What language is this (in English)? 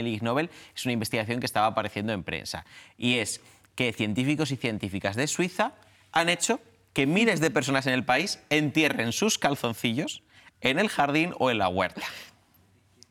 Spanish